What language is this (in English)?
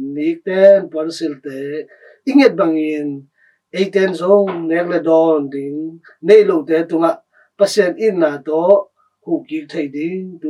Tedim Chin